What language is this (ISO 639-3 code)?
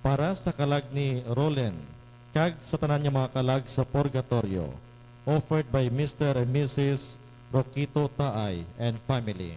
hil